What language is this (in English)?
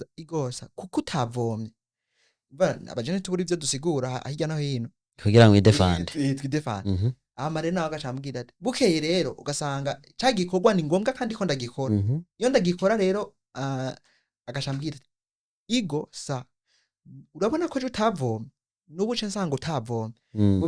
Rundi